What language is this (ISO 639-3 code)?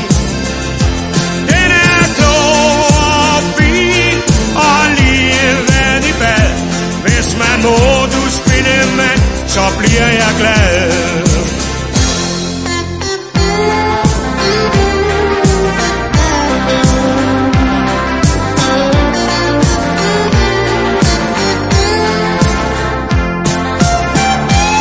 dan